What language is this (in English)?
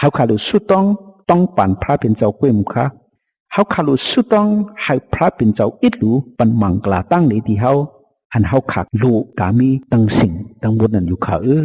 Shan